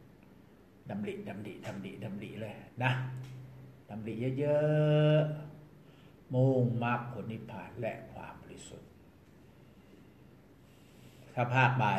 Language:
Thai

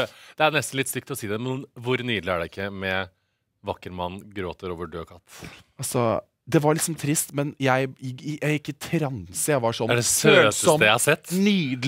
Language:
Norwegian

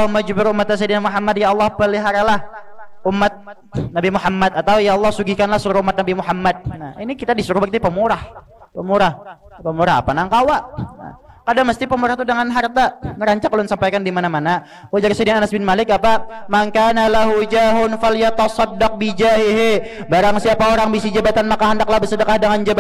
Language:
Banjar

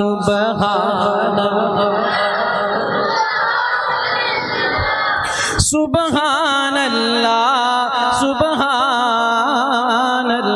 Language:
Urdu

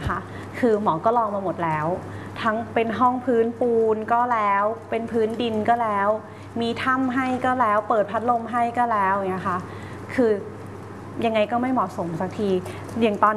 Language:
Thai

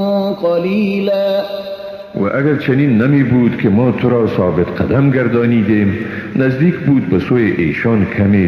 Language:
Persian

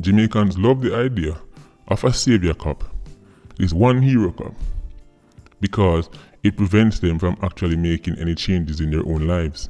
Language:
Jamaican Creole English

